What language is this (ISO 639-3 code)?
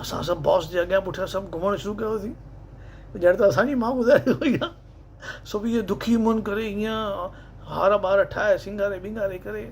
snd